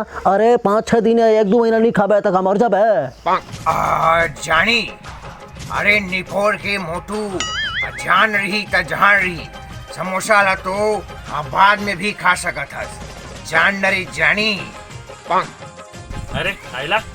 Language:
Chhattisgarhi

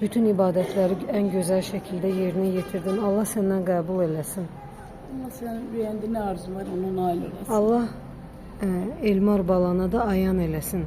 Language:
Azerbaijani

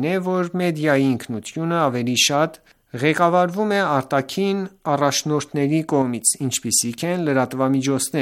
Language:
Armenian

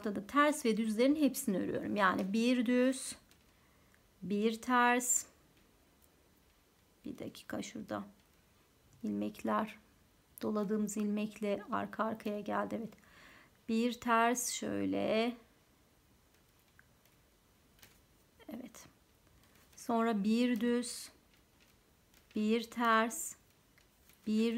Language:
Turkish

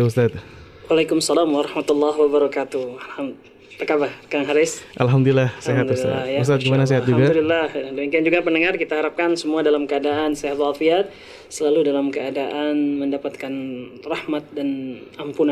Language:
Indonesian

